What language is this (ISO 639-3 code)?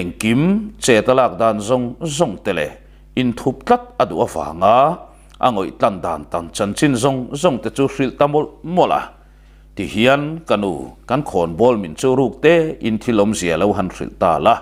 lus